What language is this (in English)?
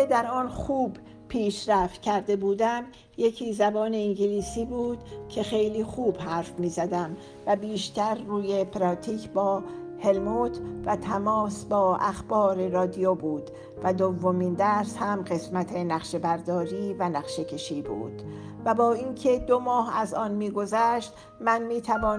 Persian